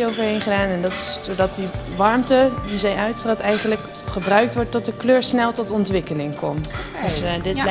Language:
Limburgish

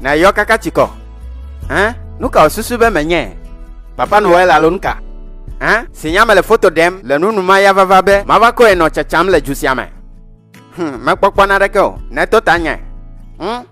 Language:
Ewe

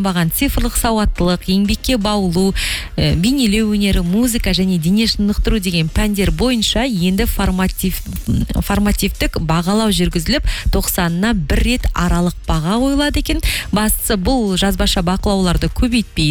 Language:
Kazakh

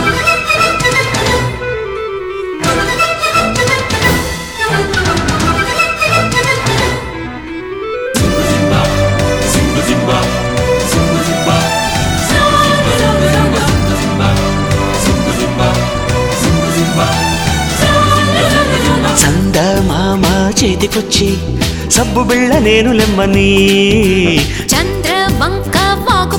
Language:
Telugu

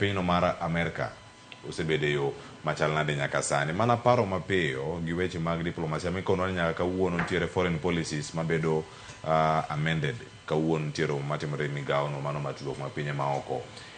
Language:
Luo (Kenya and Tanzania)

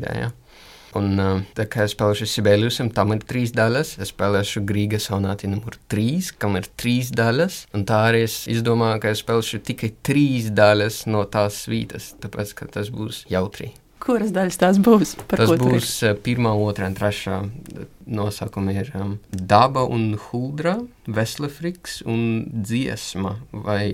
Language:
Latvian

